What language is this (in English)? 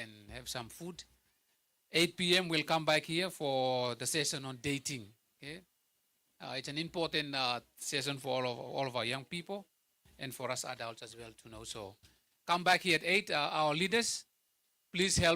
Gilbertese